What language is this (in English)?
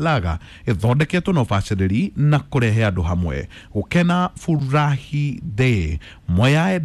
Kikuyu